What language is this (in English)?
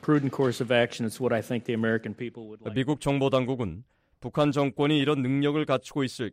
Korean